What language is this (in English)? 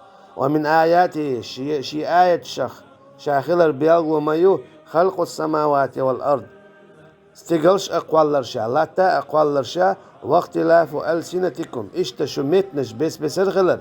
Chechen